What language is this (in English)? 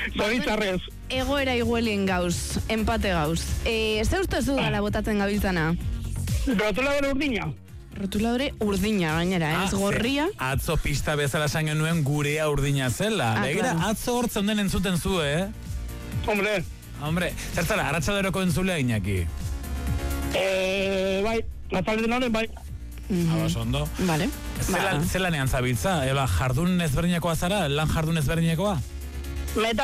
Basque